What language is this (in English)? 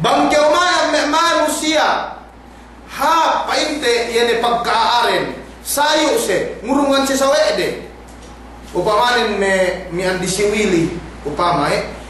Yakan